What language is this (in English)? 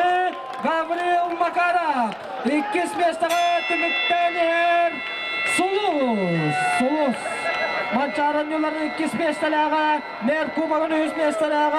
Yakut